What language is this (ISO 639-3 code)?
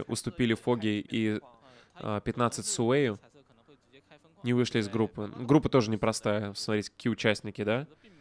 rus